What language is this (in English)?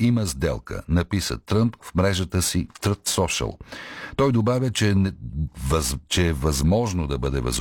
Bulgarian